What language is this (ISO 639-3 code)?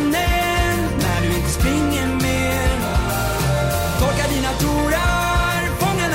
swe